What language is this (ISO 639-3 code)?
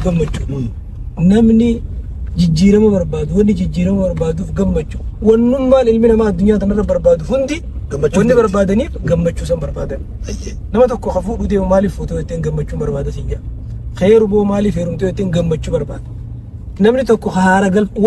orm